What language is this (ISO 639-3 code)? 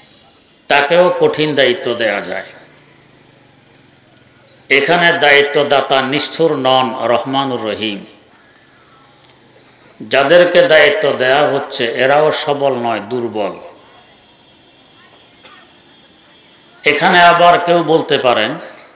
ben